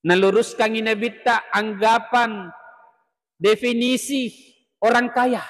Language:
Buginese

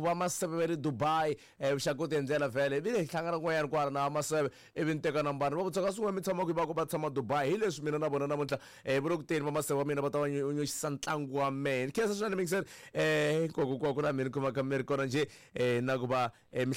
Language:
Tsonga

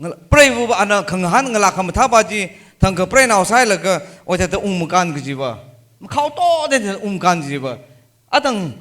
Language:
Tangkhul Naga (India)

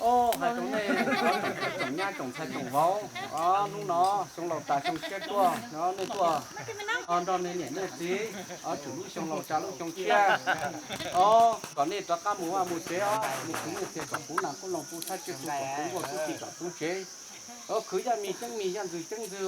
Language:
Hmong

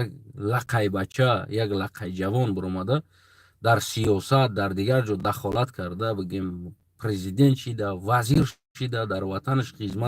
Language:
Tajik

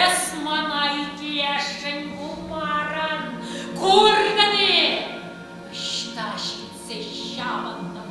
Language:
Chuvash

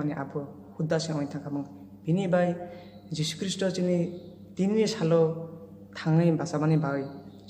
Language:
Kok Borok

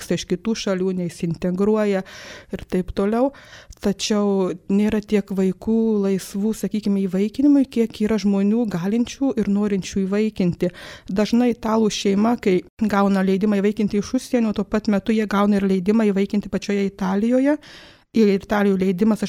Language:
Lithuanian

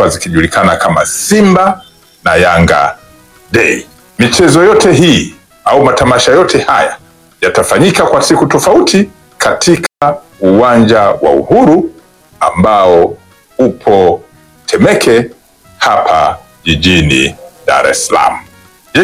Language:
Swahili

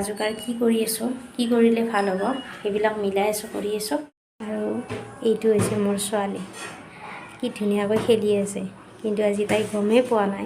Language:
Assamese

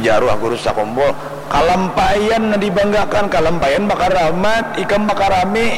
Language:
Banjar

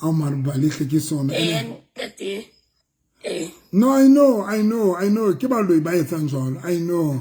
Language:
Southern Sotho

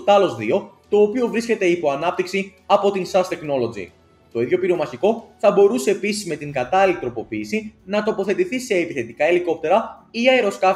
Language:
Greek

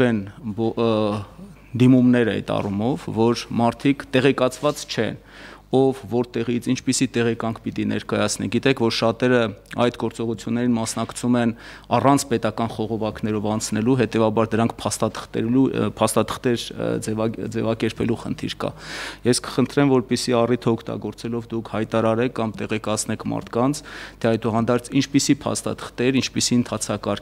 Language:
Armenian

